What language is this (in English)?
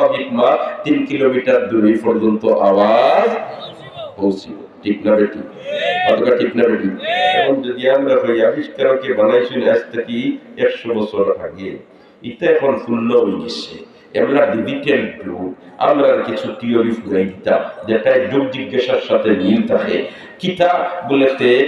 Sylheti